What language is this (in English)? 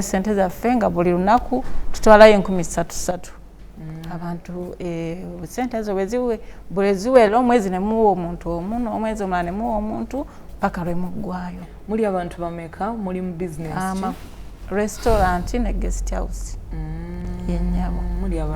Ganda